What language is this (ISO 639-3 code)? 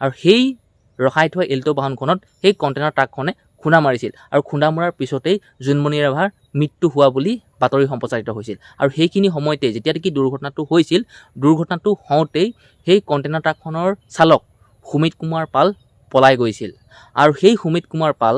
asm